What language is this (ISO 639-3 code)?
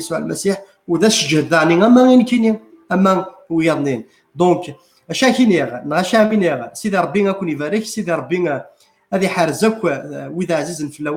kab